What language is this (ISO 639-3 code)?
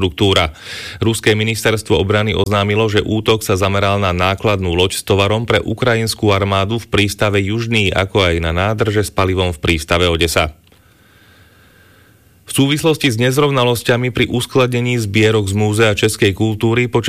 slk